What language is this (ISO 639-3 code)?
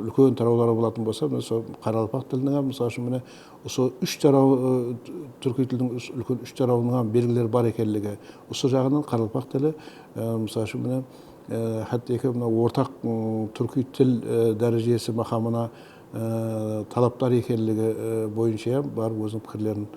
kaa